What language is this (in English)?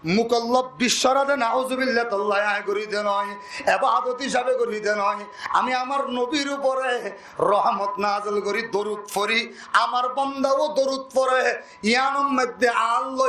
Rohingya